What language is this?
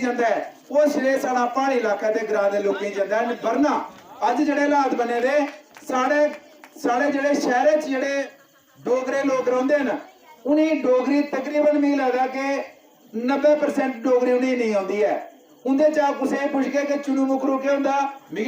Dogri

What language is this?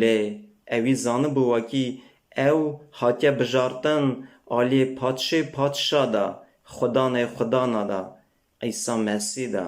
Kurdish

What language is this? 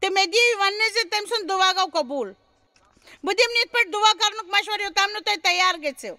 Kashmiri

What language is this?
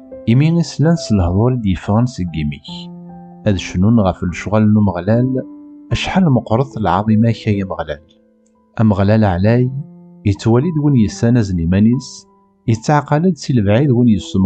Kabyle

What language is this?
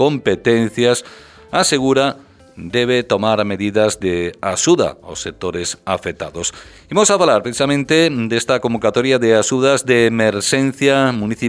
Galician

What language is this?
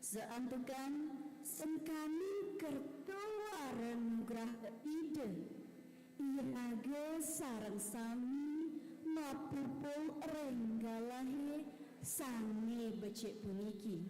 Balinese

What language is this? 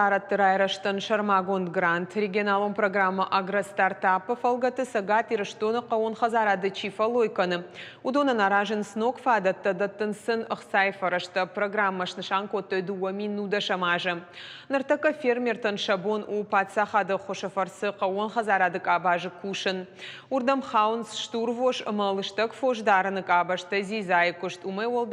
Ossetic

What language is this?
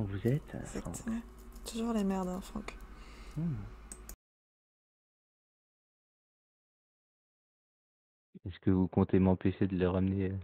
French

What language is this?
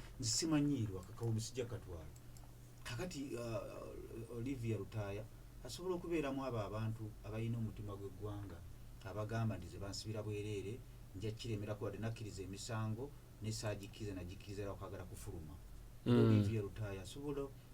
Ganda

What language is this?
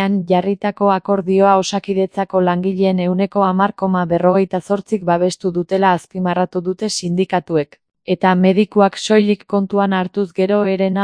Basque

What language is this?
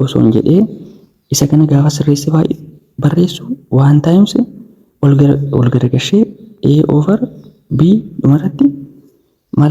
Oromo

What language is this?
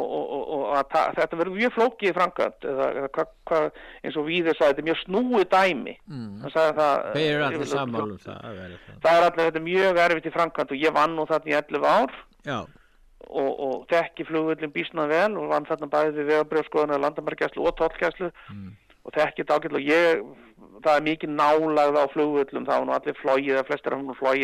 Icelandic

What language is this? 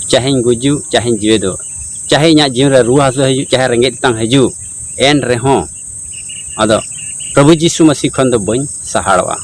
Santali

